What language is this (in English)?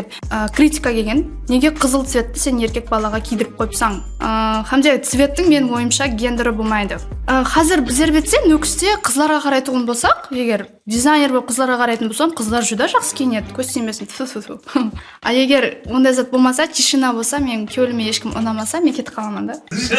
Kara-Kalpak